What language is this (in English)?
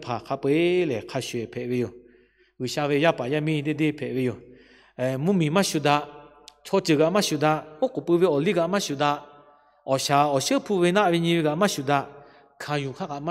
Lahu